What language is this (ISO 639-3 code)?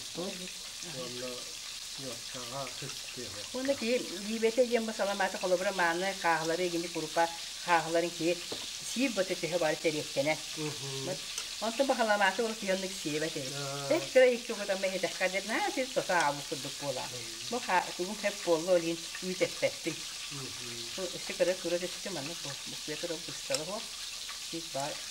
sah